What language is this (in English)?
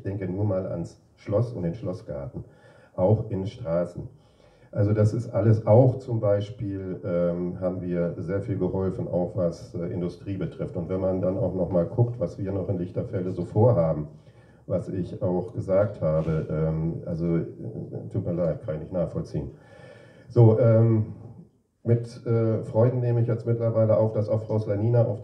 German